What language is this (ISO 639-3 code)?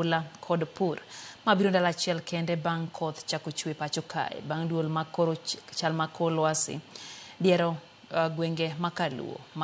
luo